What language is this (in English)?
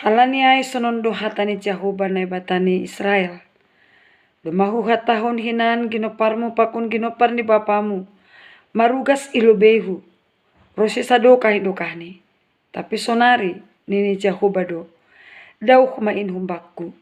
Batak Simalungun